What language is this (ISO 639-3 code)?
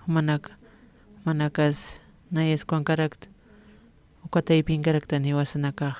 aym